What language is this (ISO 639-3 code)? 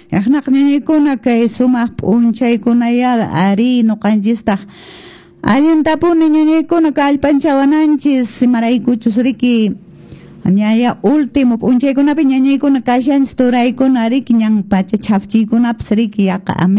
que